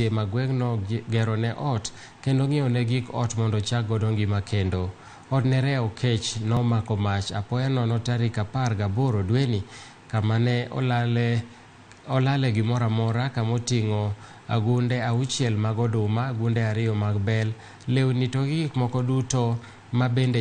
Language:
Luo (Kenya and Tanzania)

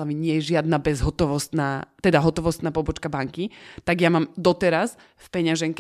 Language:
Slovak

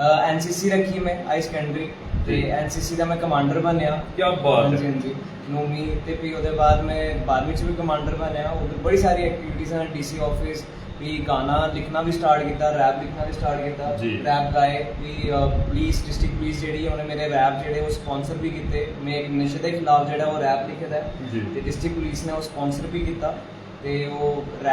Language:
Dogri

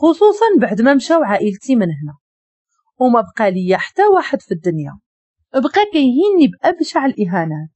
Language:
Moroccan Arabic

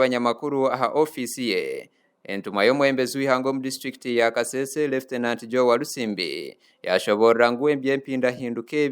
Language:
Nyankole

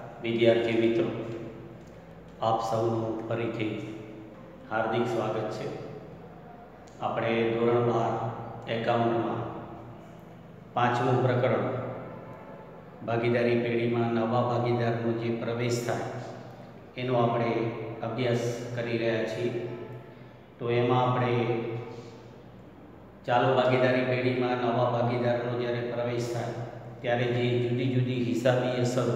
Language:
Gujarati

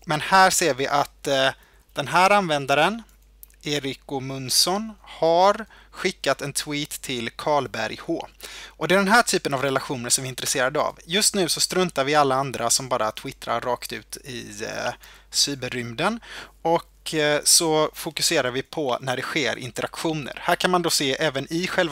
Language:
Swedish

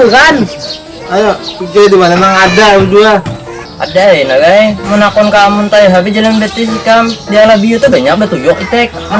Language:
Banjar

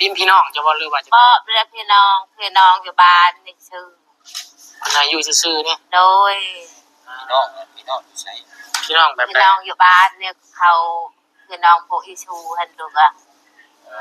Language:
Lao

